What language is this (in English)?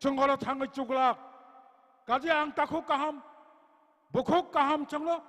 Kok Borok